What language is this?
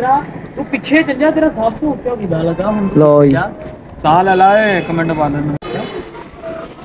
Punjabi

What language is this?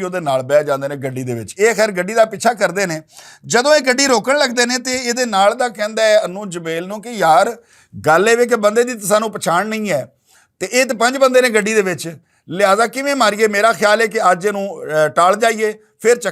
Western Panjabi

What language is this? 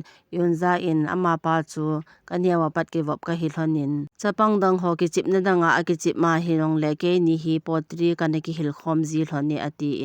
Thado Chin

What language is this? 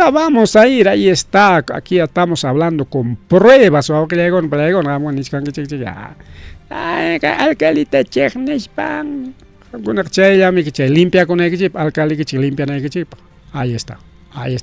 Ayacucho Quechua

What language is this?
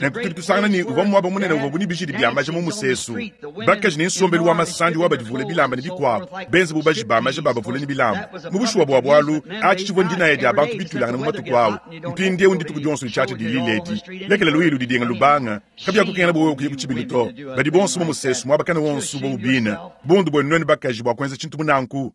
Luba-Lulua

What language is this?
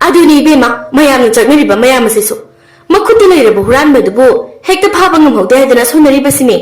Manipuri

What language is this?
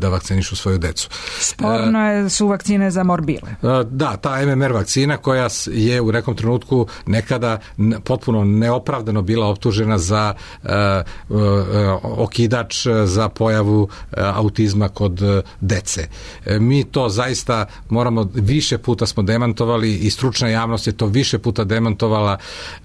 Serbian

